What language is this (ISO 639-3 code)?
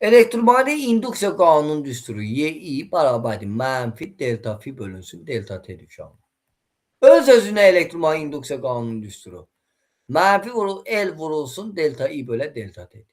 aze